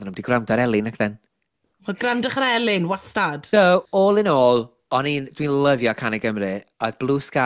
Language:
Welsh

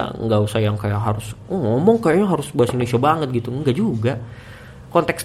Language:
Indonesian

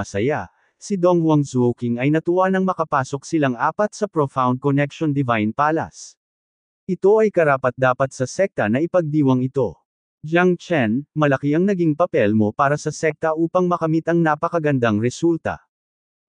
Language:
Filipino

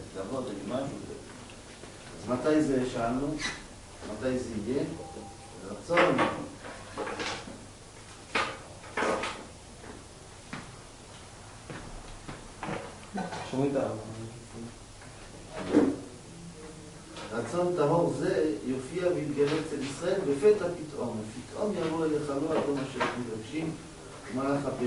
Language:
Hebrew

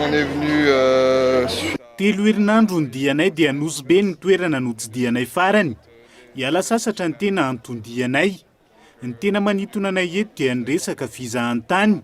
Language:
Malagasy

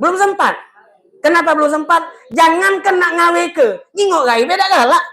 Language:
Musi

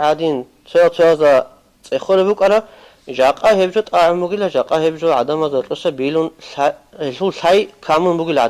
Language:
Avaric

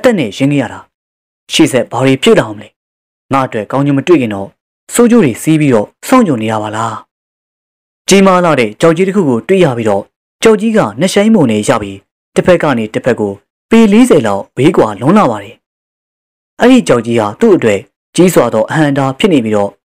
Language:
Burmese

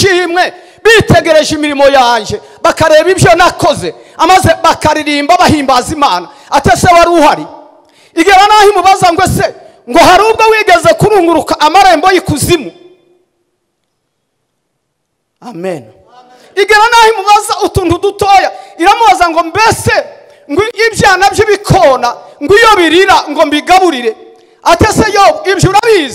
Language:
Kinyarwanda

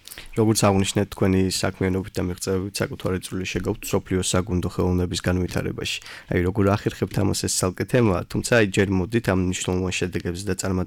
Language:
Georgian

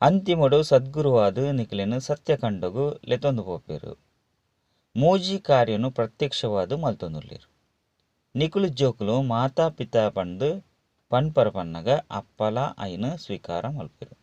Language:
Tulu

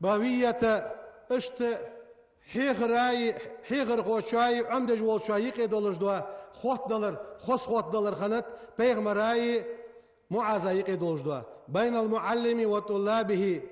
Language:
Ingush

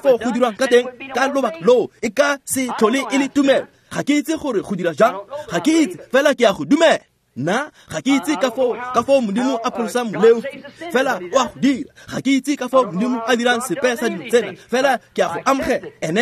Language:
Tswana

